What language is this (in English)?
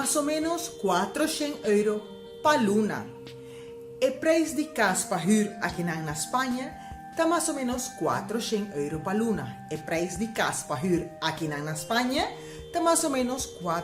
Papiamento